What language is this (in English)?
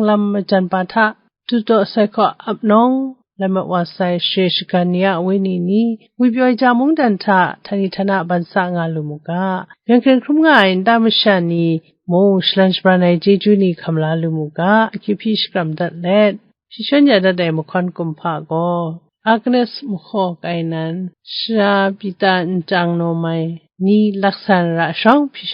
Kachin